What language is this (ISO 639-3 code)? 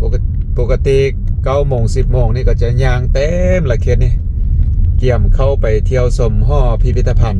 lao